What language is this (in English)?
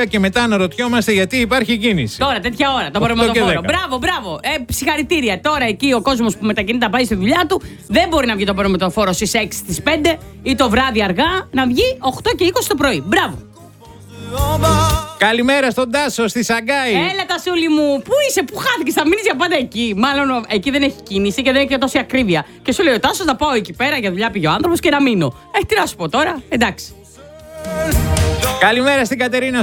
Greek